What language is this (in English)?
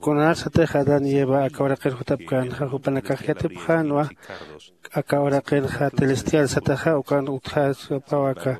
Aymara